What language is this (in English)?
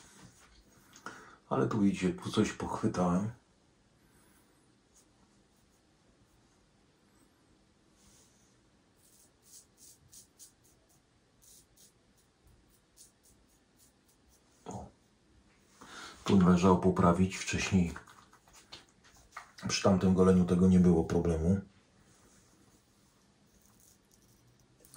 Polish